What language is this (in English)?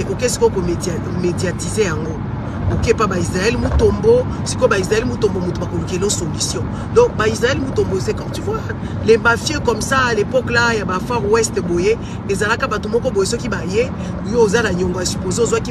Lingala